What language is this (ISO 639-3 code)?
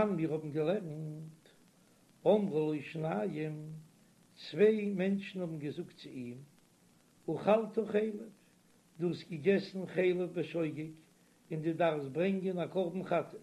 yid